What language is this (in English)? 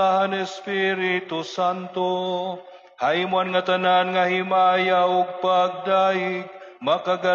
Waray